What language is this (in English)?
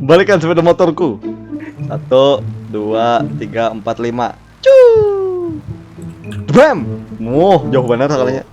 Banjar